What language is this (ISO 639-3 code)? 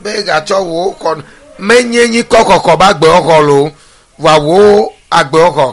ewe